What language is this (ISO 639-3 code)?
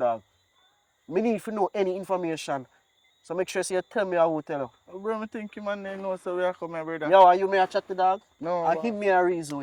jam